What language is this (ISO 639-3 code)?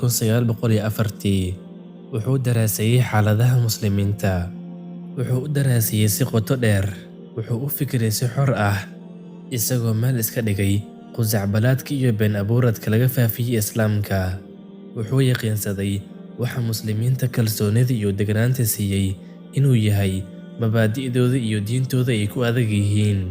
som